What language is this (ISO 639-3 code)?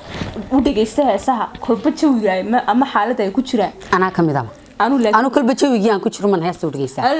som